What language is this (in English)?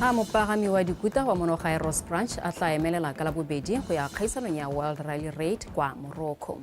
Tswana